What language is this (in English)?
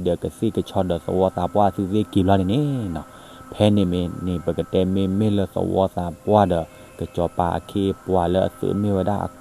S'gaw Karen